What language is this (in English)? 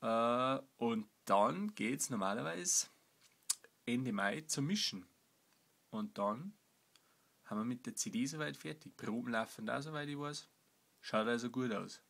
Bavarian